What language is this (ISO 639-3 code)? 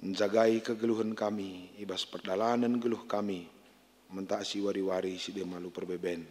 btx